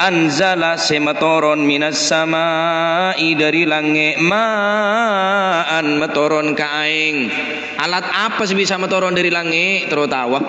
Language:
Madurese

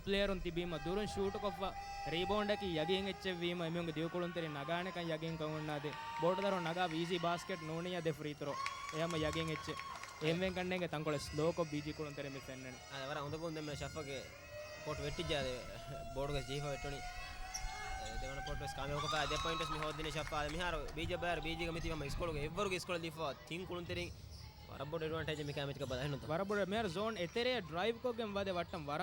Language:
Divehi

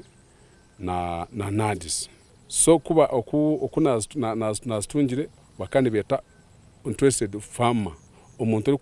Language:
Nyankole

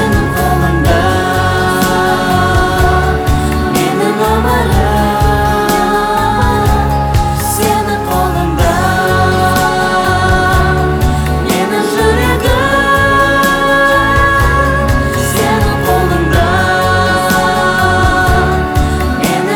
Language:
Kazakh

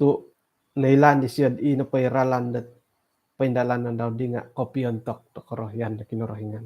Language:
Central Dusun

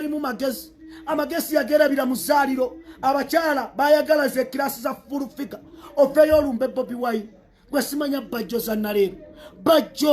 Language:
Ganda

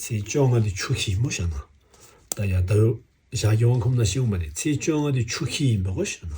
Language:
Tibetan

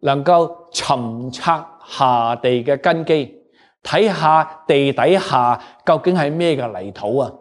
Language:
Cantonese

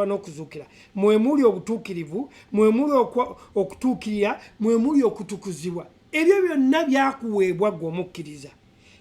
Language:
Ganda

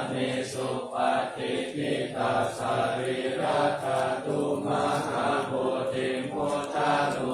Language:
Pali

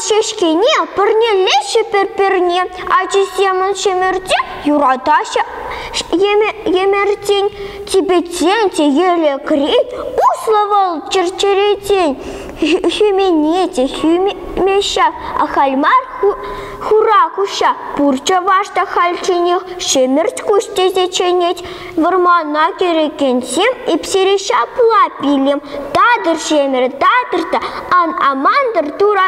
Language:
Chuvash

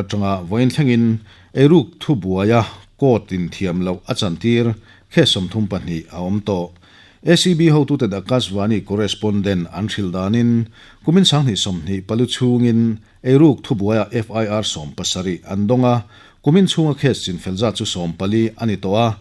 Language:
Mizo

